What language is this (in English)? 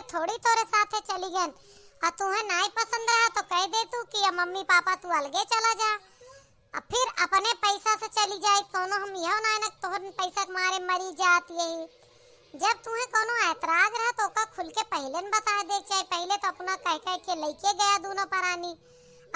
Awadhi